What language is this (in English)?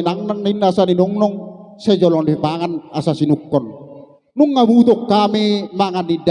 Batak Toba